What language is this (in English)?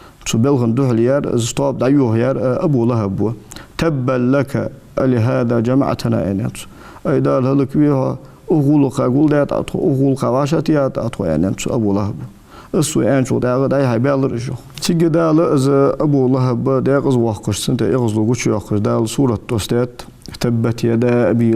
Ingush